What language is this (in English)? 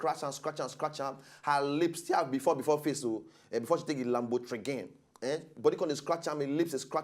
Nigerian Pidgin